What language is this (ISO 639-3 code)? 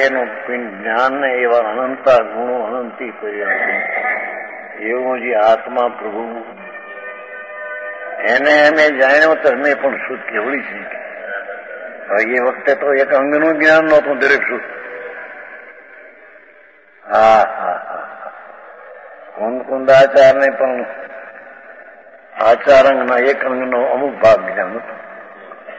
guj